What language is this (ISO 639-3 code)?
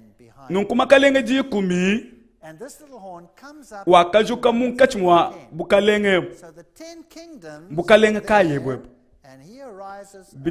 lua